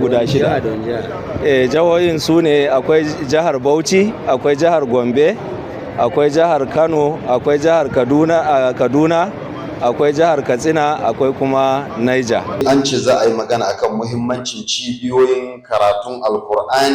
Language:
Hausa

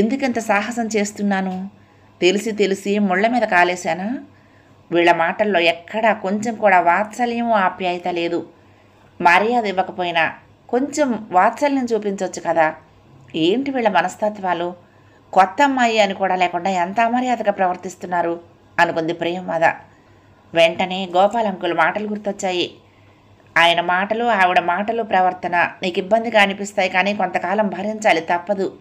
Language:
Telugu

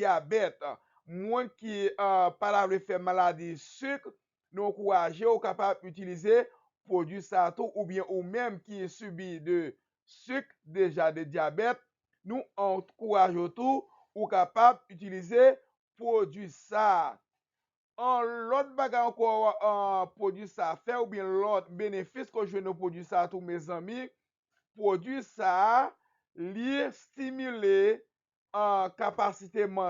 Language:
Haitian Creole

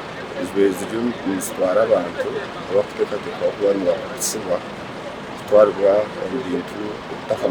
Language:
Nyankole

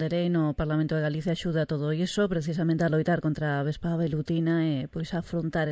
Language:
Galician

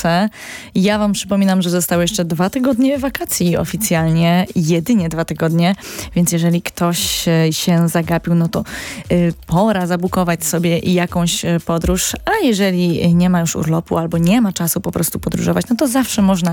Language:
Polish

